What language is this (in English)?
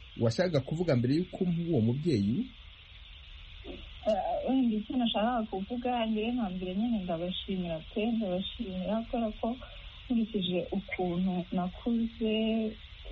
Kinyarwanda